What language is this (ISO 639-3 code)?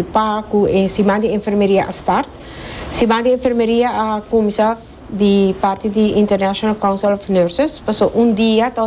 pap